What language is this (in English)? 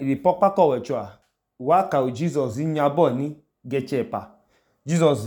Idoma